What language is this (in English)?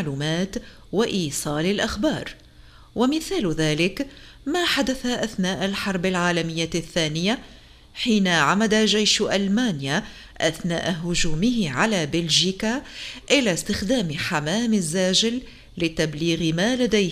Tunisian Arabic